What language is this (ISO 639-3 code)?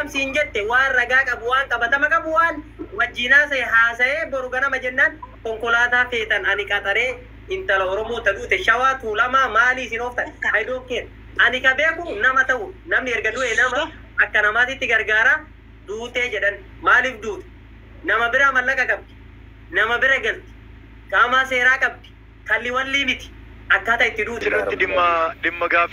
orm